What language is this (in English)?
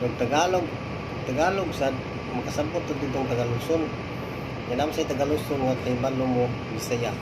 Cebuano